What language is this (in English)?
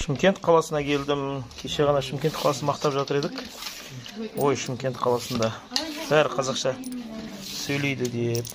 Kazakh